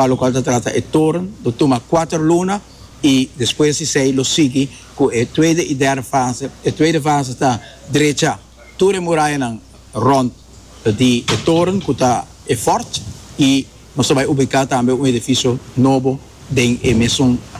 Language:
Papiamento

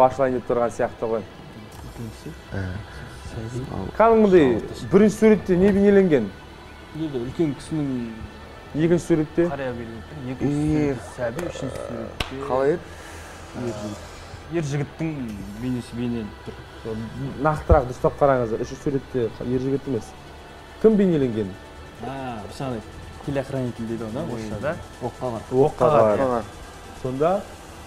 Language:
Kazakh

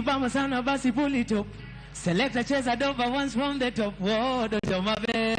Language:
Luo (Kenya and Tanzania)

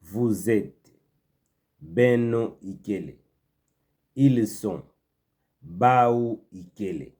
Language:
Kituba (Democratic Republic of Congo)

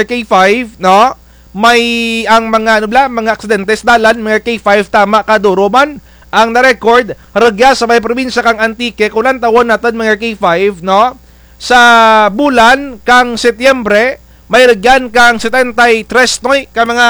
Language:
Kinaray-a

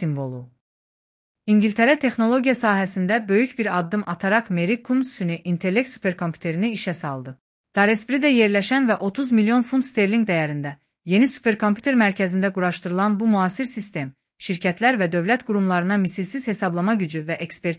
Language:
Azerbaijani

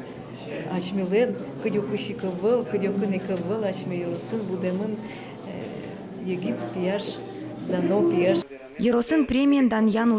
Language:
Udmurt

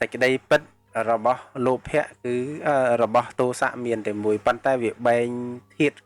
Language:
Khmer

